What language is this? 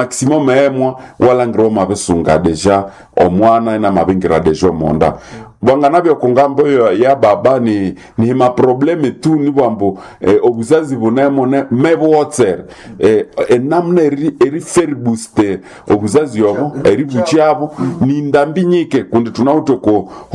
Nande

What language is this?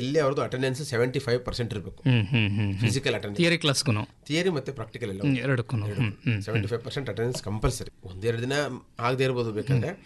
Kannada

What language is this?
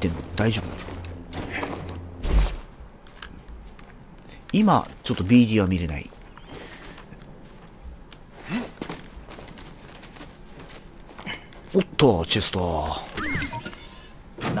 Japanese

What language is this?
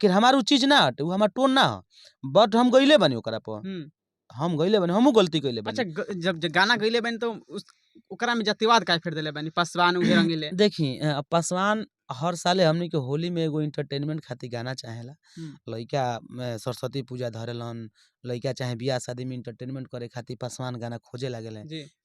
Bhojpuri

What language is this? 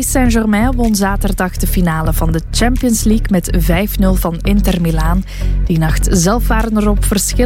Dutch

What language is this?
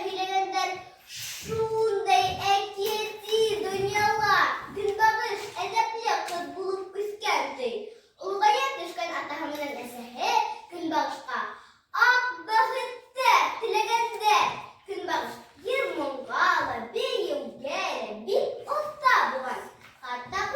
Bashkir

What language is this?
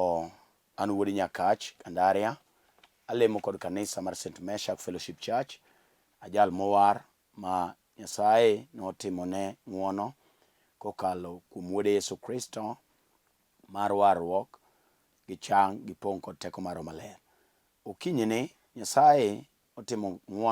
Luo (Kenya and Tanzania)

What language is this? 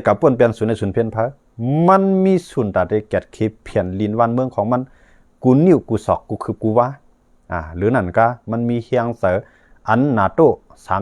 Shan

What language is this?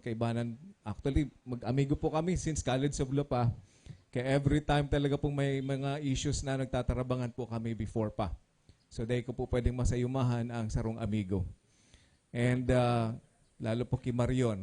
Bikol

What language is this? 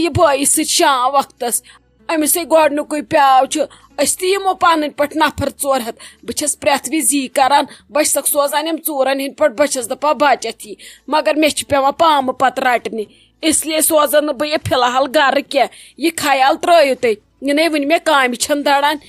Kashmiri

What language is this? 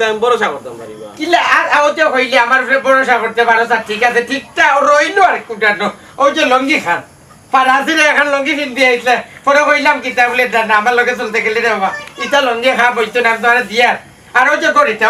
Sylheti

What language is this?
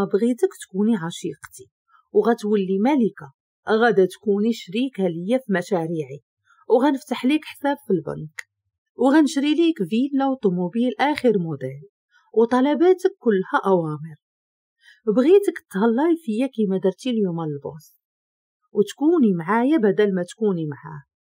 Moroccan Arabic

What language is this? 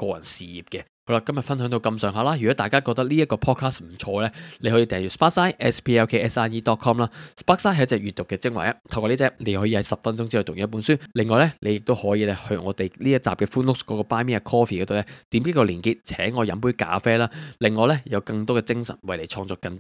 Cantonese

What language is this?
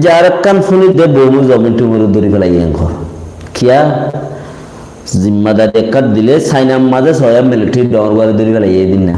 Rohingya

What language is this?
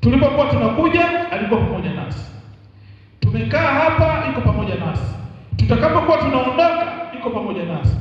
Swahili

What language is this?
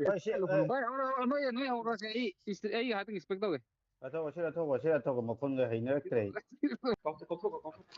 Manipuri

